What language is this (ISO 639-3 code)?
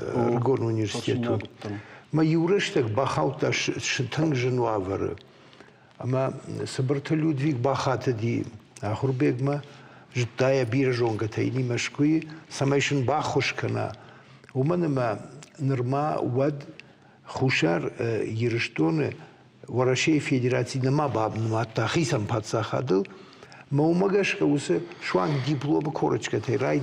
oss